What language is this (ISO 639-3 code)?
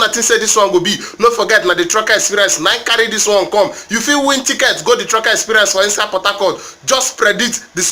pcm